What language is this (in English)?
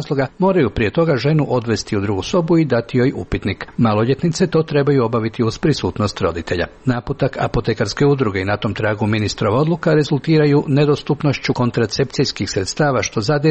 Croatian